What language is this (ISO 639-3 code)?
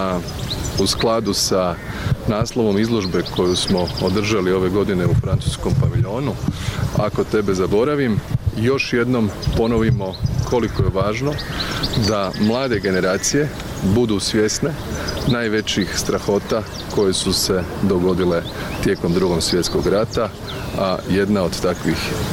srp